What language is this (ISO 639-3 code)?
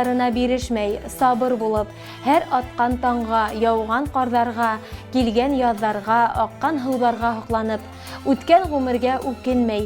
bak